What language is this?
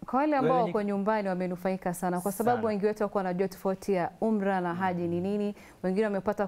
Swahili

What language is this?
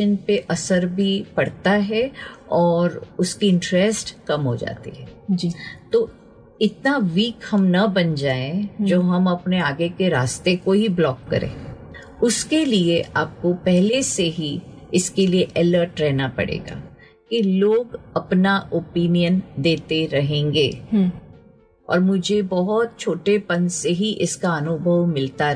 Hindi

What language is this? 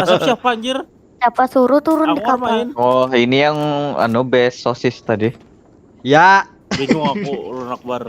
Banjar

